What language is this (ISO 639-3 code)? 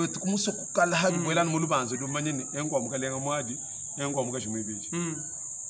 lua